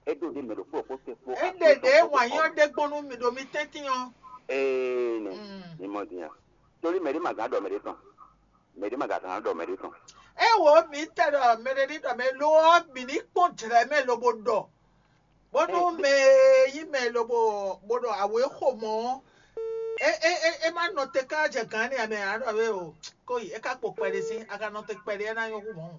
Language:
Fon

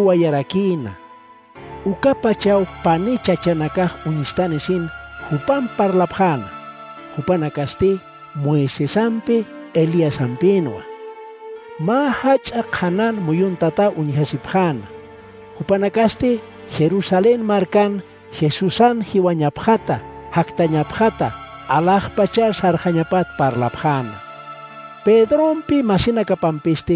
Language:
Aymara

